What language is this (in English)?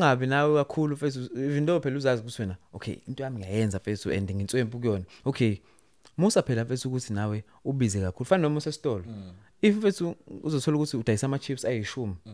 Zulu